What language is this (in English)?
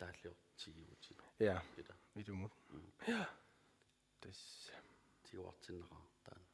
Kalaallisut